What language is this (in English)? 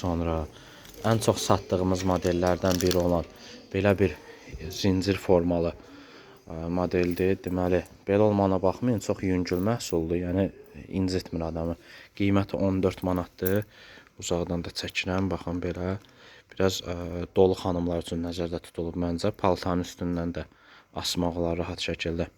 Azerbaijani